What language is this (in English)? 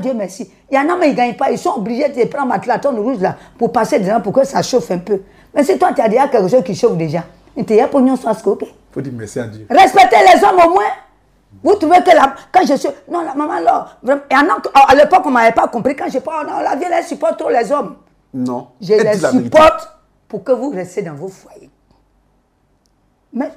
French